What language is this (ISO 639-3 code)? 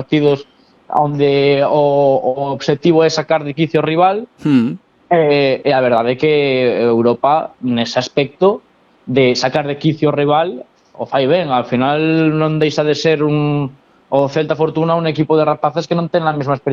glg